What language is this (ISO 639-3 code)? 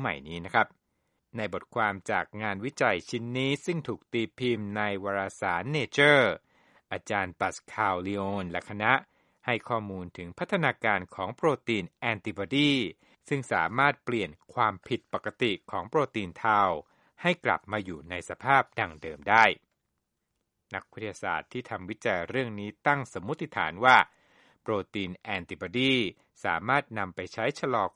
tha